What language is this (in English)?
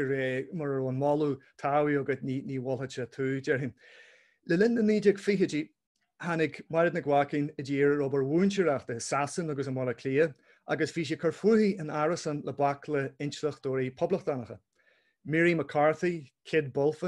Irish